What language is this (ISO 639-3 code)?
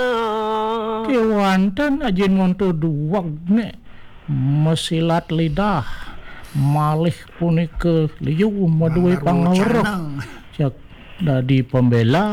ban